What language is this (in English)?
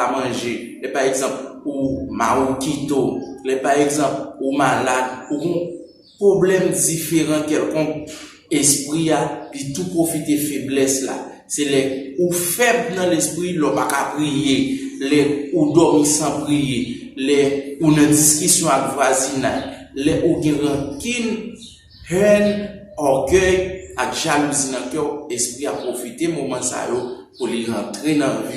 Haitian Creole